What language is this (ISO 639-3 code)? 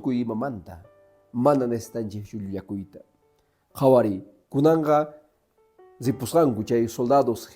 que